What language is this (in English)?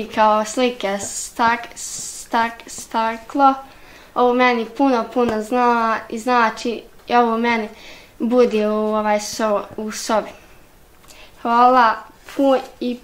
Bosnian